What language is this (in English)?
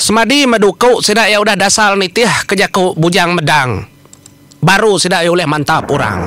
Iban